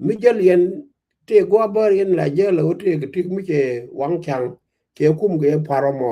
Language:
Nuer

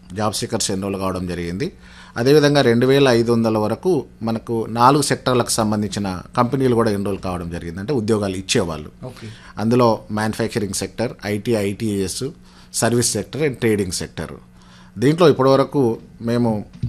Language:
Telugu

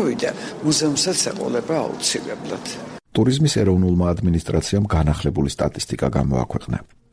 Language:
Georgian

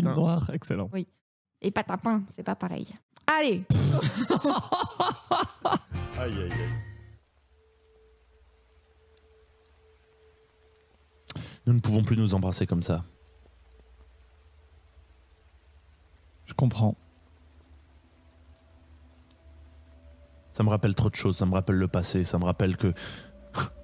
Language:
French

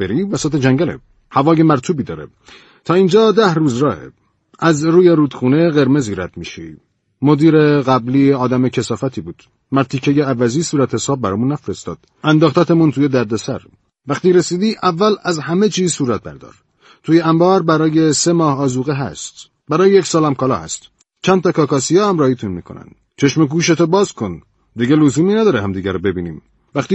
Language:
Persian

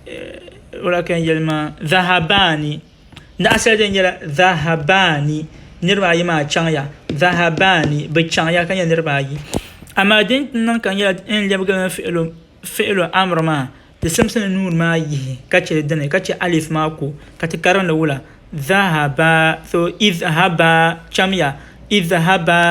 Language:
Dagbani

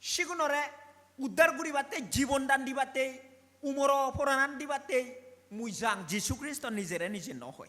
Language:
Chakma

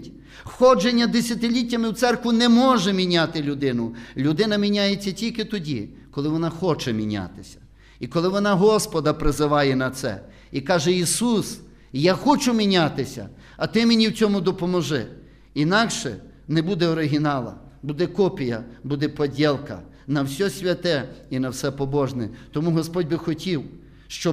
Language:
Ukrainian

